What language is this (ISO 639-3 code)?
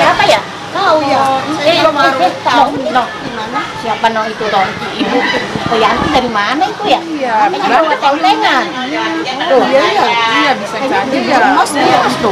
bew